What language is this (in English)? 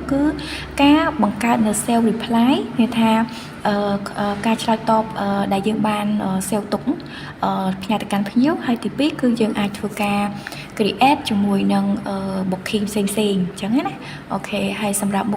Khmer